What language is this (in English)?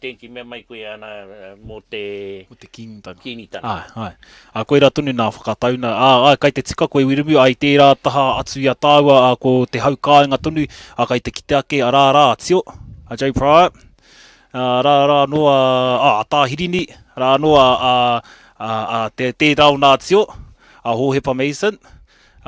Māori